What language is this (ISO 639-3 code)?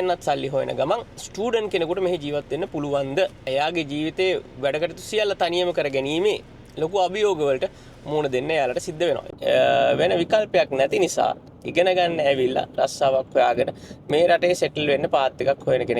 sin